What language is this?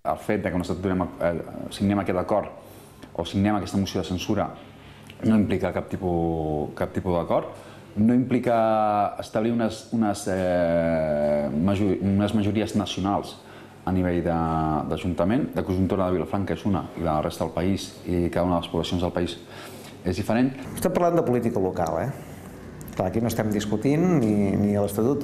Catalan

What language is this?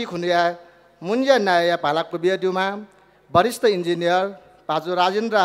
Newari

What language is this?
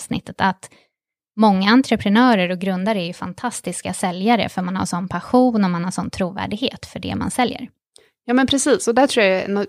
Swedish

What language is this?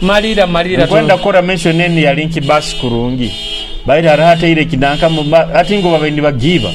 Nyoro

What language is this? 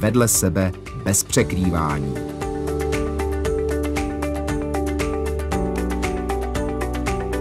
Czech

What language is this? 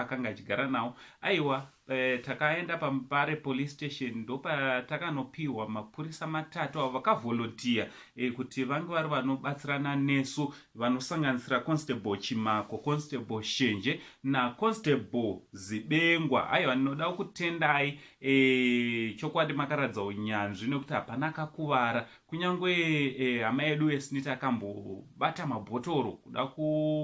Shona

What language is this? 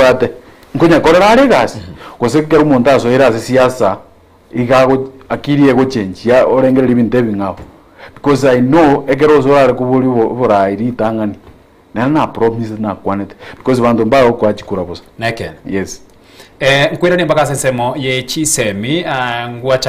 Gusii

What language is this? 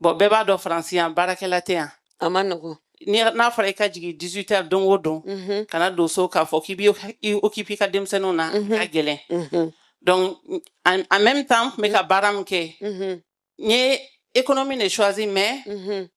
Bambara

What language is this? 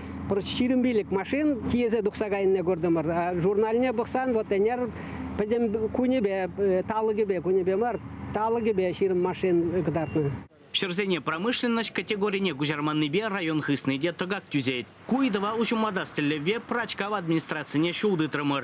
Chuvash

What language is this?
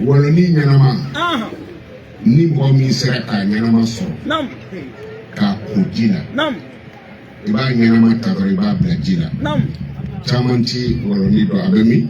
Bambara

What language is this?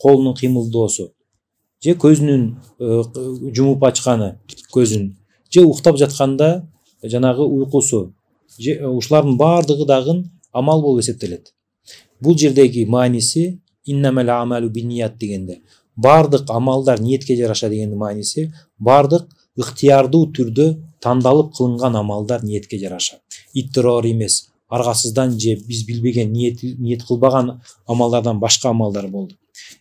Kyrgyz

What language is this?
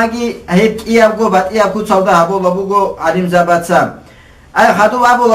Avaric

